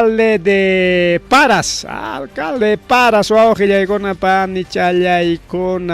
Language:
Ayacucho Quechua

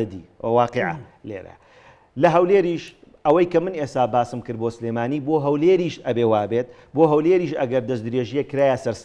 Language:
Central Kurdish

